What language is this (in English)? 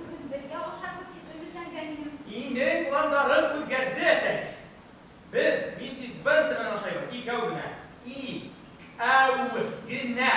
Bashkir